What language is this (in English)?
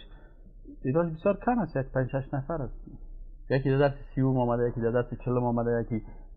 Persian